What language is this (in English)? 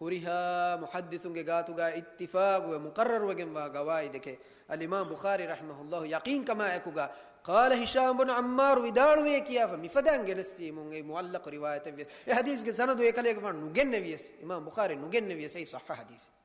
Divehi